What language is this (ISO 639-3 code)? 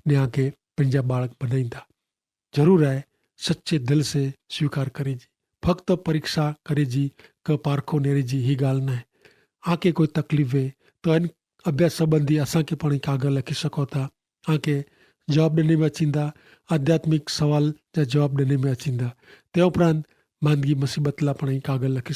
kfr